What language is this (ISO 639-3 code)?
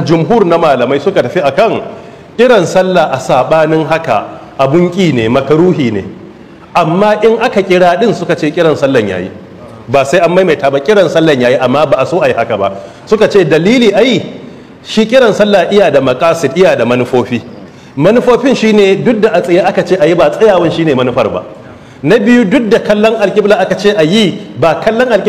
hau